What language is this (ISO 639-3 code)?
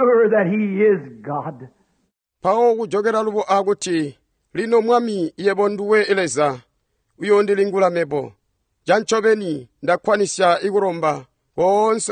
toi